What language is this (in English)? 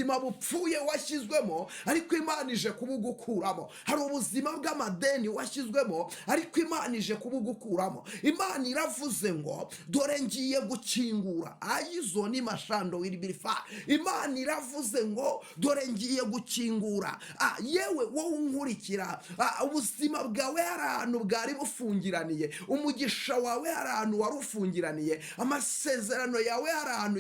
Kinyarwanda